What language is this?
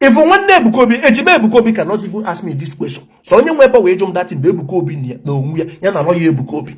Igbo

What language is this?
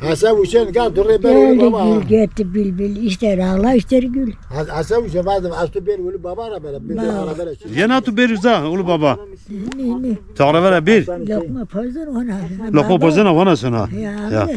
Zaza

